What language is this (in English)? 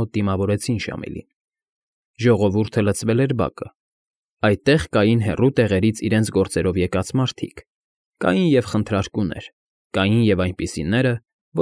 Armenian